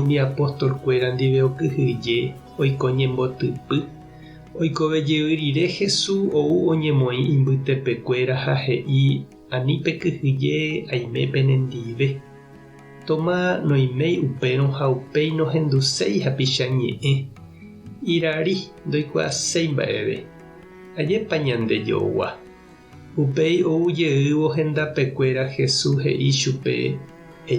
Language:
Guarani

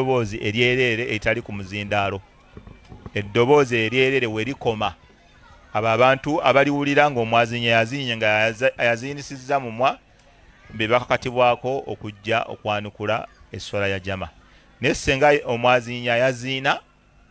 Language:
Ganda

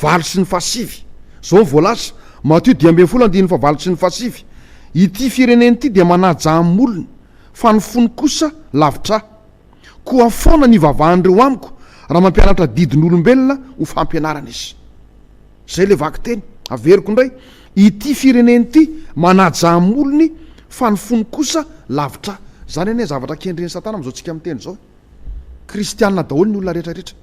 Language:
Malagasy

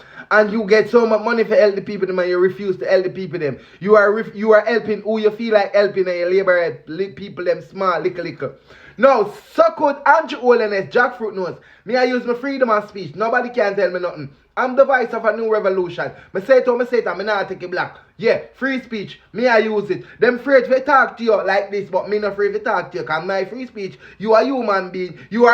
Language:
Jamaican Creole English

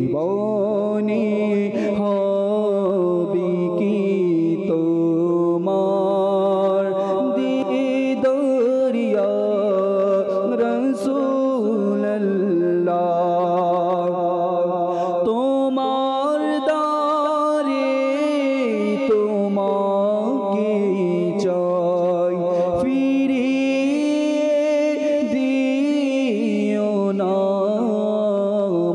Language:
Bangla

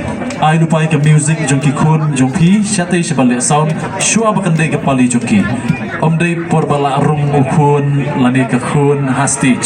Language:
Khasi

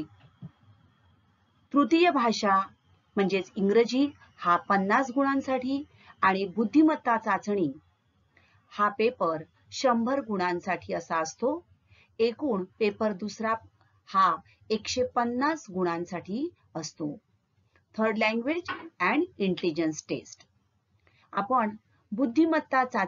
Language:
Marathi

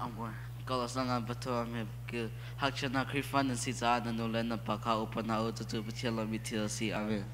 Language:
Tedim Chin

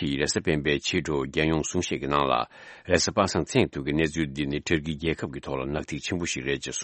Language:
Tibetan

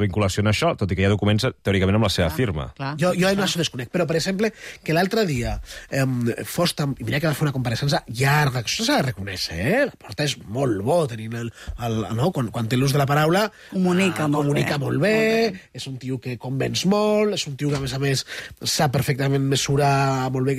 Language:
Catalan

